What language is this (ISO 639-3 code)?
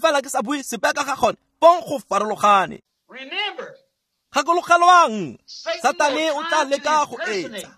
tsn